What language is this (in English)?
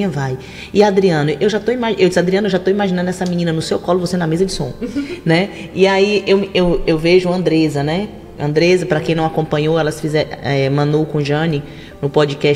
Portuguese